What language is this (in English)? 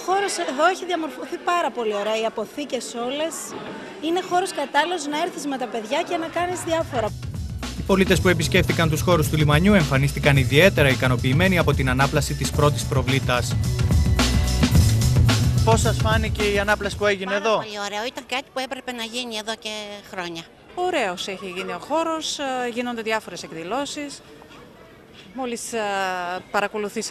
Greek